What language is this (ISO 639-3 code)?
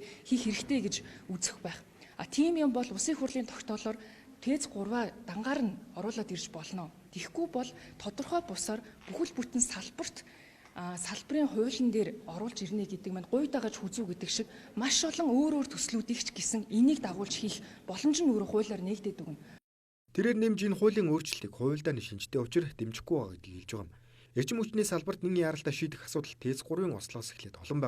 mon